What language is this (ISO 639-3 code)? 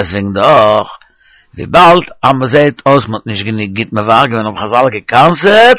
yid